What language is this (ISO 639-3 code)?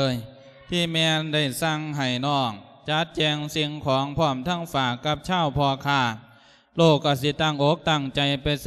lao